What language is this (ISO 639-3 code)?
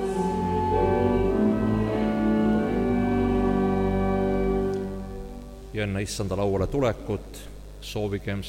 est